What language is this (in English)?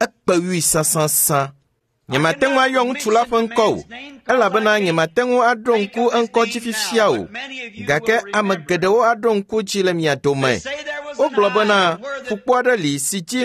Ewe